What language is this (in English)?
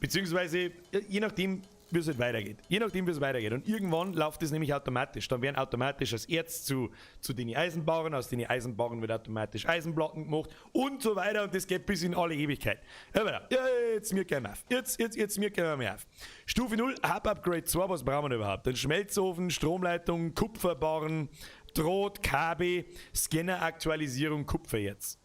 Bavarian